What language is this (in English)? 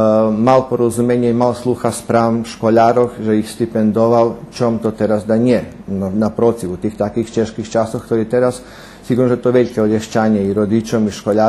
Rusyn